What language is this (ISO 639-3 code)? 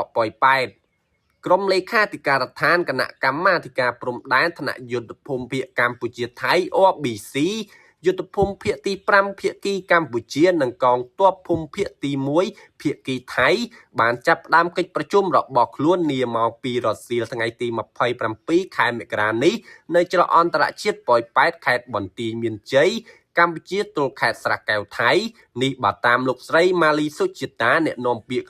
khm